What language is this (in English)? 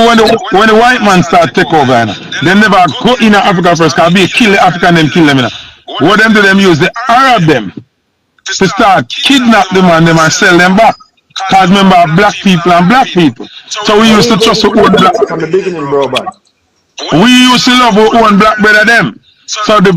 Jamaican Creole English